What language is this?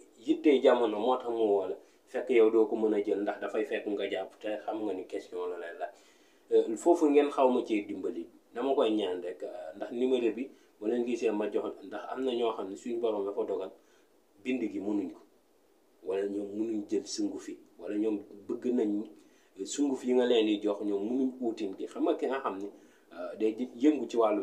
Wolof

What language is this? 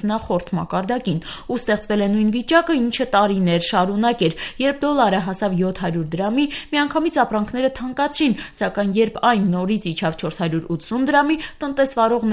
Armenian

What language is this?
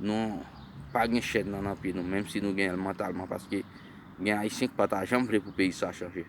Haitian Creole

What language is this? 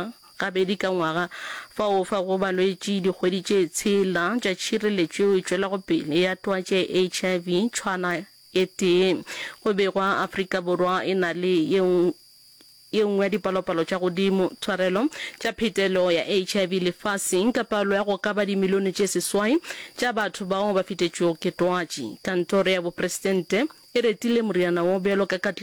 Northern Sotho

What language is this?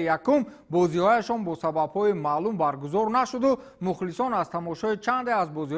Tajik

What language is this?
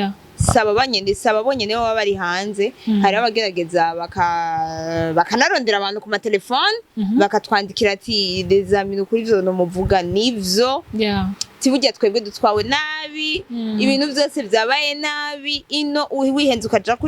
Rundi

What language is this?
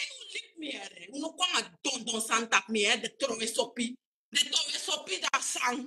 Sranan Tongo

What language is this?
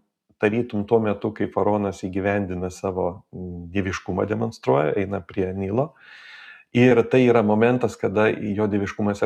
Lithuanian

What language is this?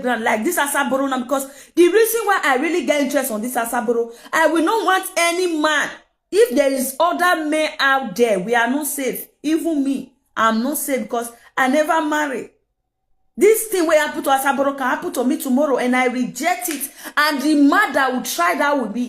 Nigerian Pidgin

